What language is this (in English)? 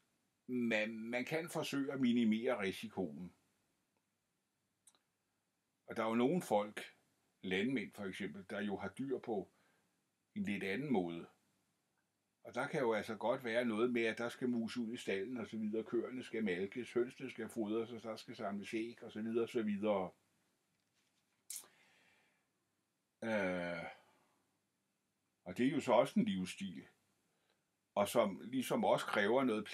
Danish